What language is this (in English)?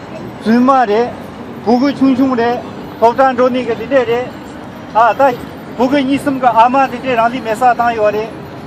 Tibetan